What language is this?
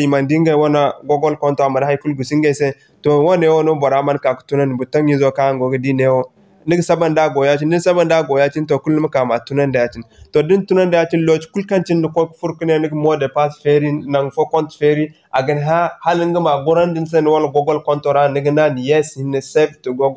Zarma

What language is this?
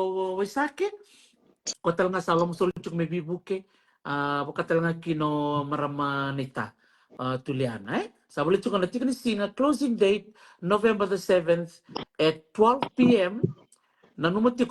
Fijian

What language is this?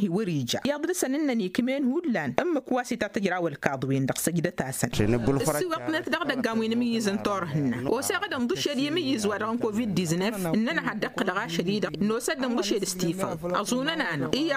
Tamasheq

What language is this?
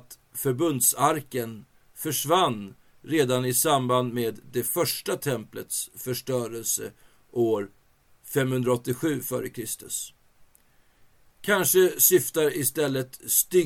Swedish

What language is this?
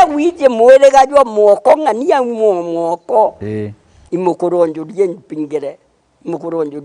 Meru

